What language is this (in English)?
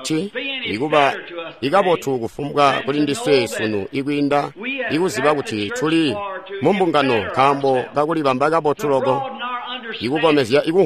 Tonga (Zambia)